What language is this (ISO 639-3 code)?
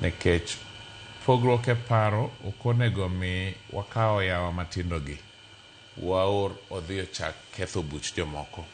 luo